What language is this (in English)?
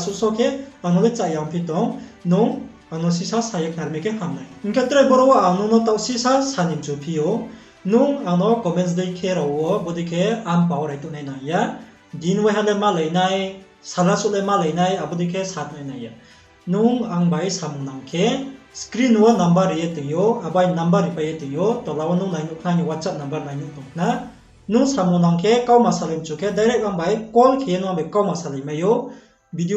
Riang (India)